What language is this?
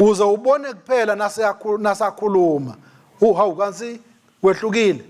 Swati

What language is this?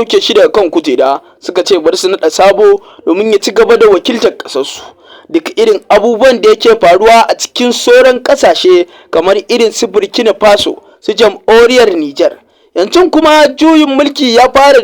Hausa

